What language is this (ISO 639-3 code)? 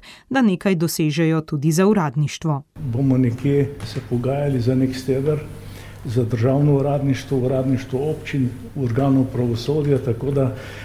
slv